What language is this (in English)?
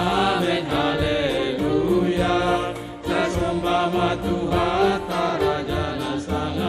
Batak Simalungun